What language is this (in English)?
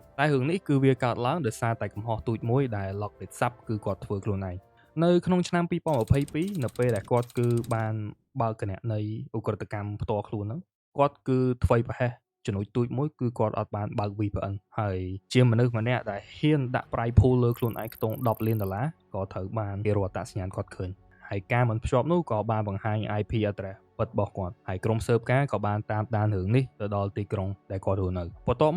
Khmer